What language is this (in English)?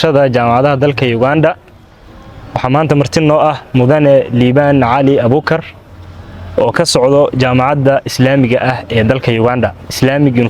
Somali